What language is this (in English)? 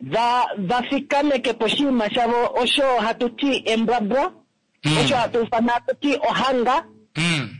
Kuanyama